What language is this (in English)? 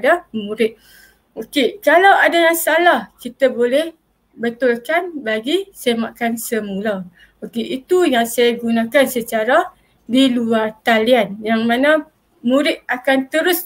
Malay